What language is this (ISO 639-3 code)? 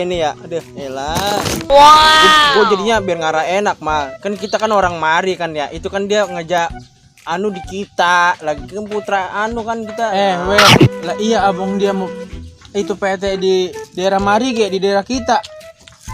bew